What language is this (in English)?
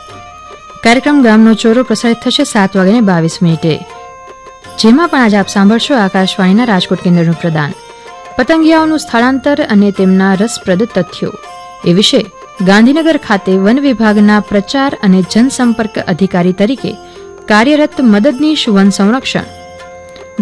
Gujarati